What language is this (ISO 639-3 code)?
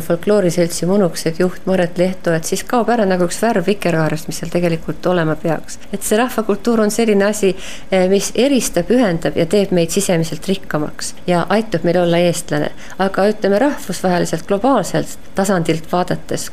est